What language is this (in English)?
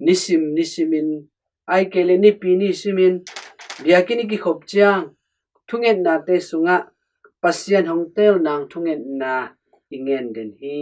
Tedim Chin